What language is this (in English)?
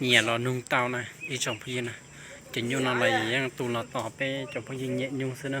Hmong